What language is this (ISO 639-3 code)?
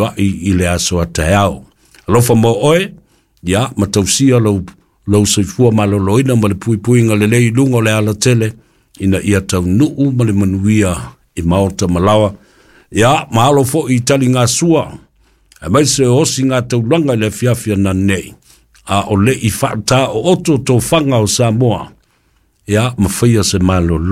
smo